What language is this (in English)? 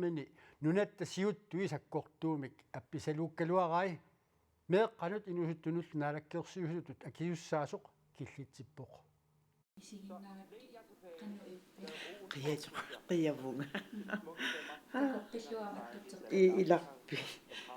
Kalaallisut